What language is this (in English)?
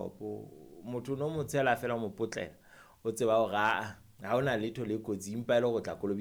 Southern Sotho